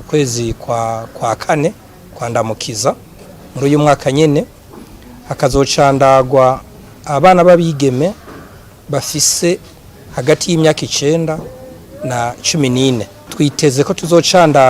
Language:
Rundi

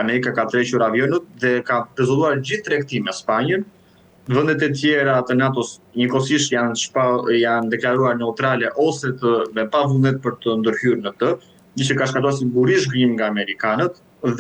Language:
Albanian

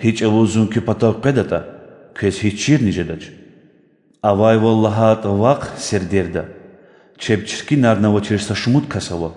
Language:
Lezghian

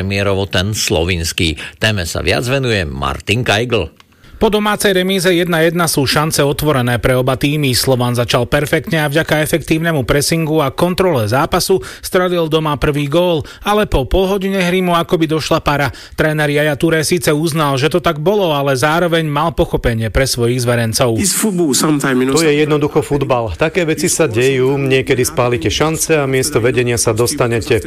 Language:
Slovak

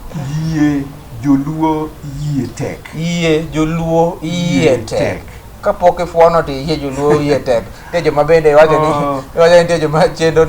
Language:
Luo (Kenya and Tanzania)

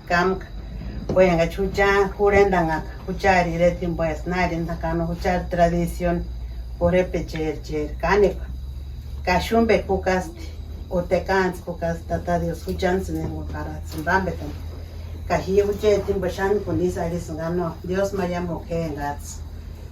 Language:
Purepecha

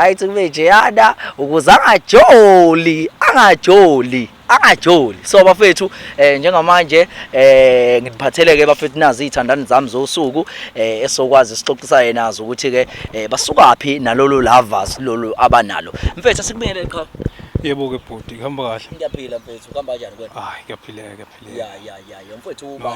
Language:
Zulu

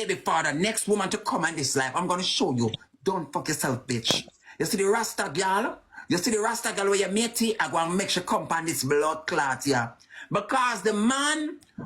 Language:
Jamaican Creole English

